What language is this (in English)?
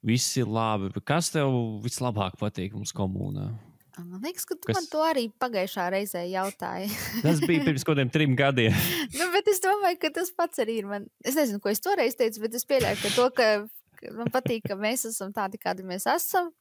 Latvian